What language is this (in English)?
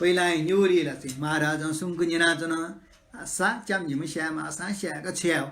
Newari